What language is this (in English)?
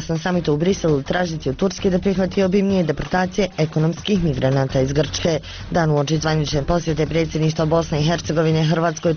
Bosnian